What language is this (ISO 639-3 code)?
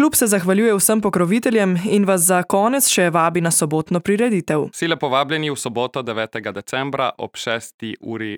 slv